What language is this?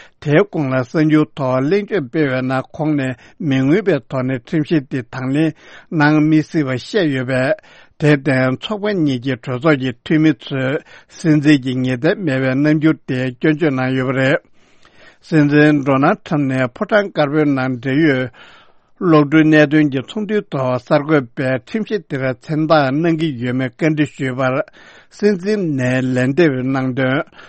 Tibetan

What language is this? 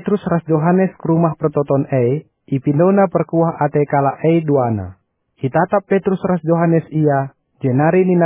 Batak Karo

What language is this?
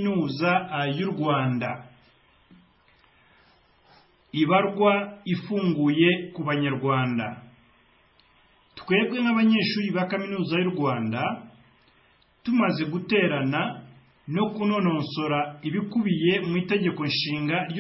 Kinyarwanda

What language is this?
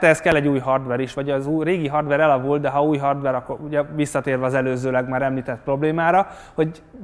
Hungarian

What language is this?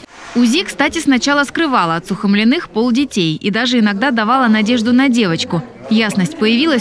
Russian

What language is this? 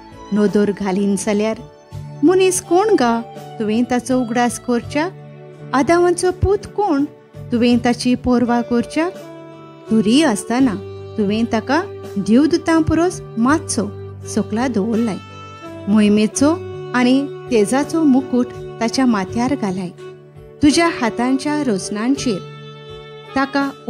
Konkani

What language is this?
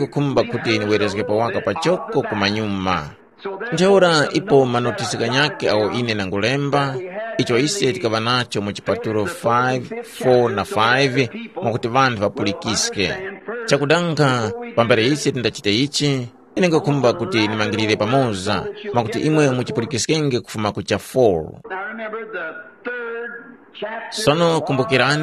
Tumbuka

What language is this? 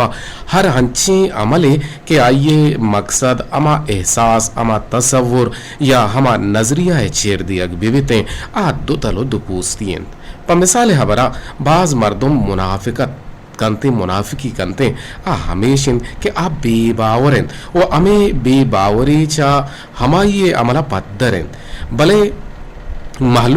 Eastern Balochi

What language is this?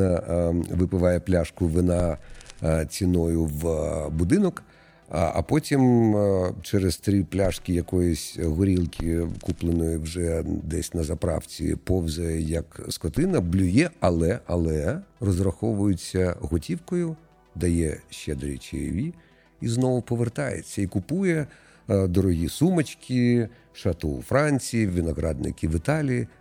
Ukrainian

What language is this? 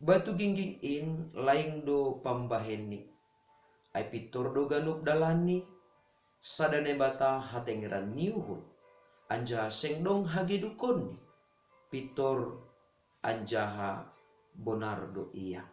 Batak Simalungun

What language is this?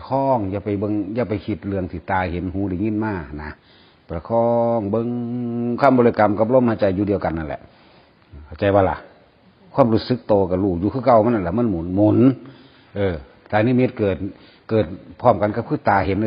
Northeastern Thai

